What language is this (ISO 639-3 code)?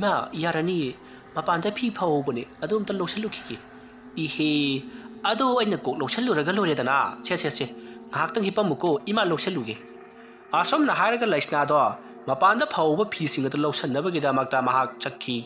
mni